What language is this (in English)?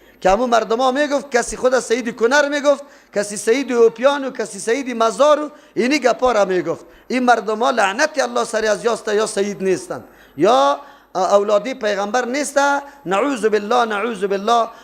Persian